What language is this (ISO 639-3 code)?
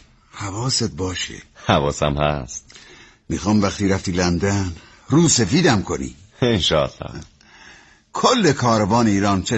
fas